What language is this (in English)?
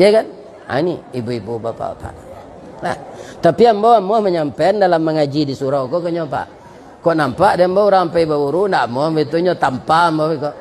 Minangkabau